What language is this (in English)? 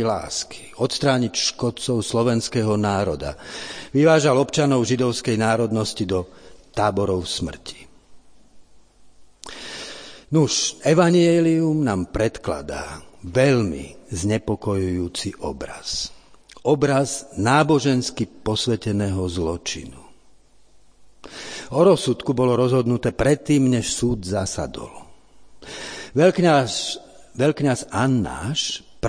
Slovak